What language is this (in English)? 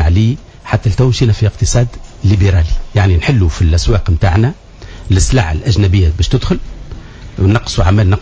Tunisian Arabic